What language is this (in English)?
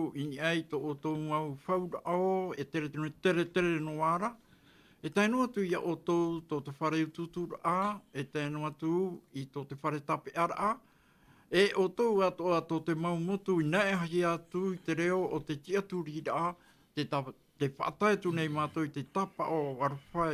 Tahitian